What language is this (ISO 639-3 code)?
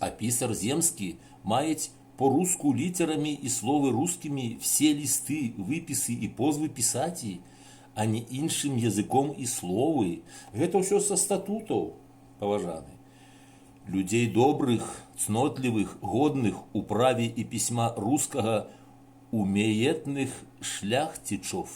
bel